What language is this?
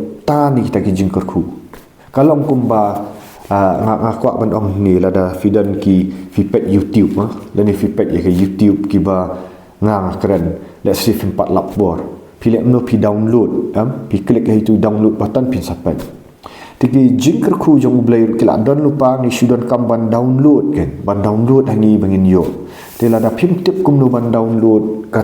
Khasi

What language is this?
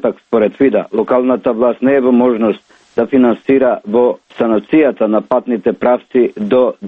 Macedonian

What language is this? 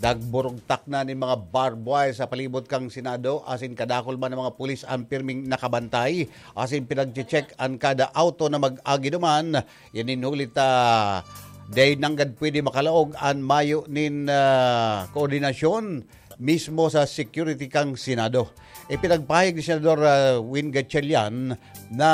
Bikol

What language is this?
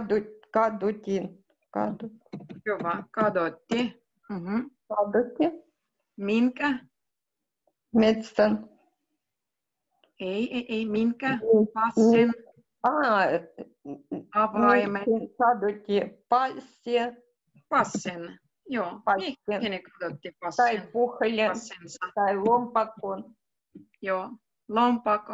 Finnish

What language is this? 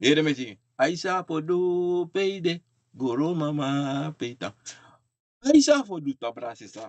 Sranan Tongo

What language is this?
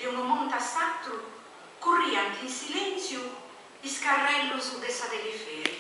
Sardinian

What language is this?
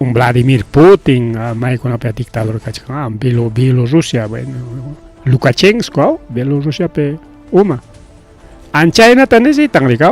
Ayacucho Quechua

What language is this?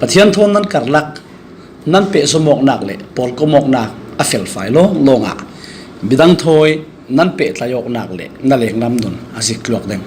Falam Chin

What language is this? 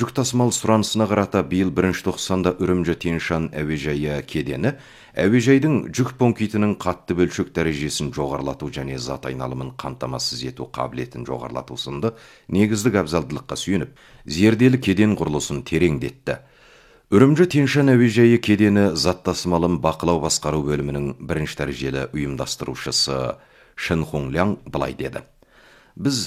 Kazakh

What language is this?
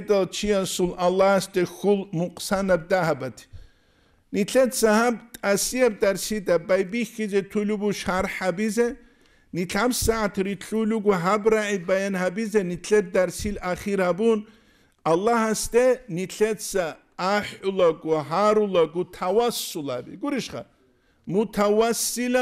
Avaric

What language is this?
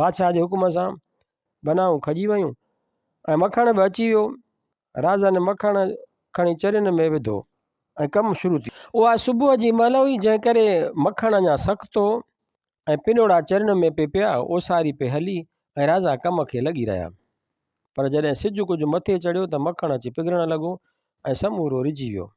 Sindhi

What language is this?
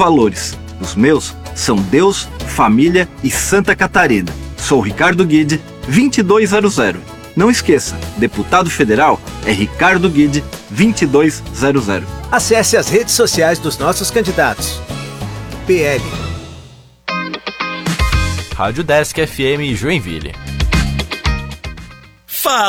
Portuguese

